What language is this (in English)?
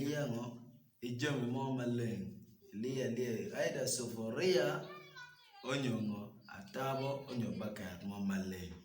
Acoli